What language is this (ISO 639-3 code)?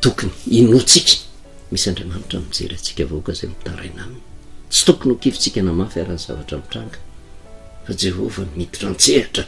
mlg